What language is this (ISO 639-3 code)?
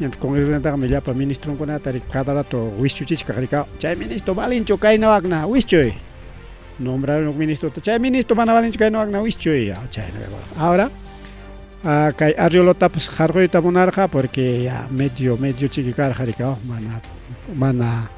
quy